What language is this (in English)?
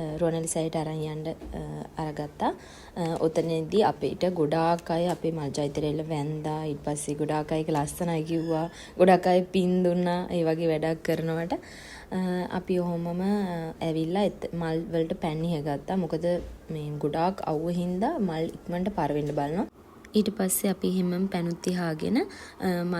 Sinhala